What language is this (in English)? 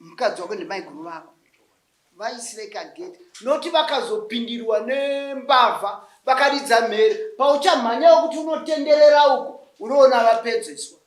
Shona